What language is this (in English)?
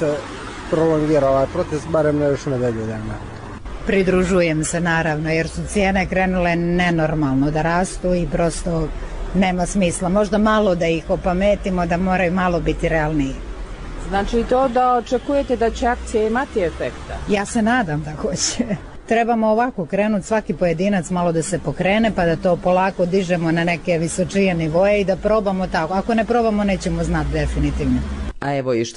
Bosnian